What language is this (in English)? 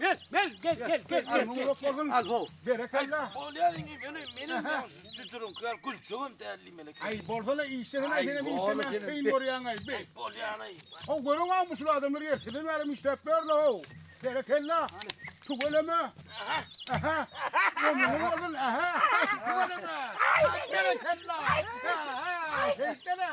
Turkmen